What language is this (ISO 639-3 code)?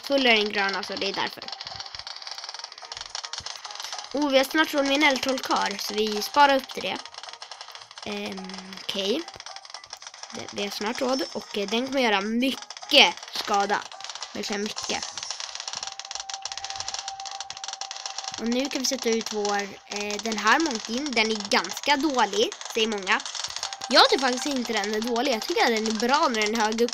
swe